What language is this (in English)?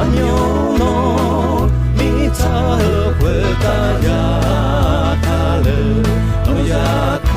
Akha